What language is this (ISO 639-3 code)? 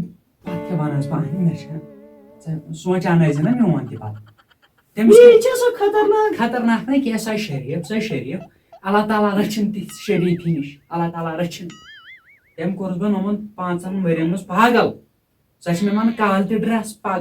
kas